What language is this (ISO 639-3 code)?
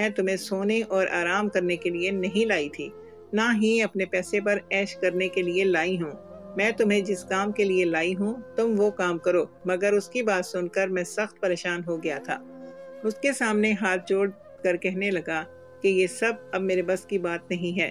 urd